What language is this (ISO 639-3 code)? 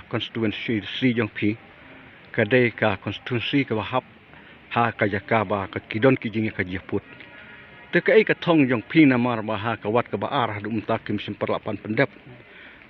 kha